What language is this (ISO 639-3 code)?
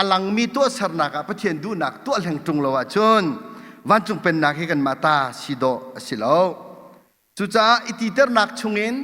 cnh